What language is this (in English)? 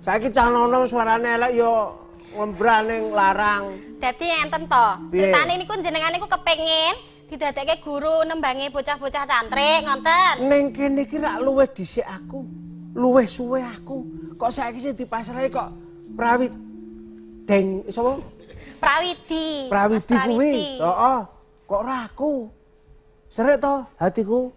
Javanese